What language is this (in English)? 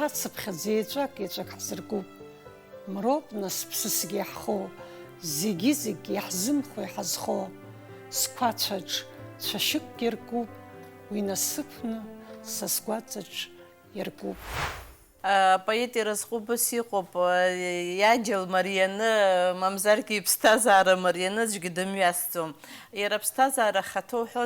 Abkhazian